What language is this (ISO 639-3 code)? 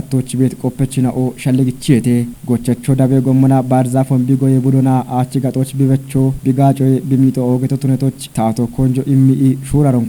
kbr